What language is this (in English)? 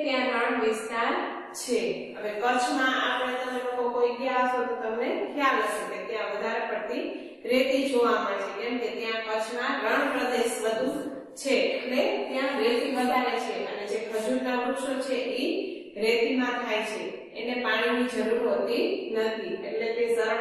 Gujarati